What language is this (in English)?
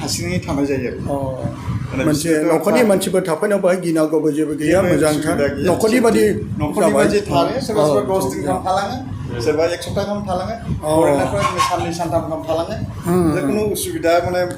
Bodo